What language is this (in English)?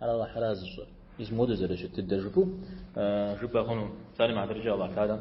Kabardian